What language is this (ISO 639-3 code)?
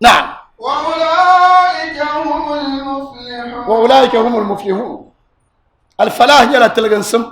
dag